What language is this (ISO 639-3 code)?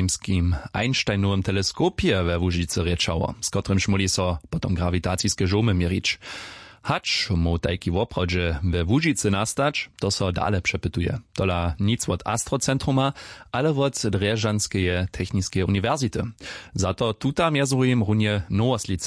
hsb